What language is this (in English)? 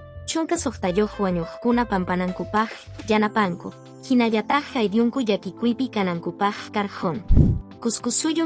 Quechua